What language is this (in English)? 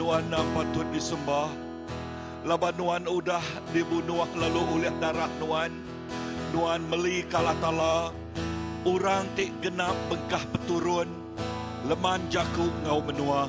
Iban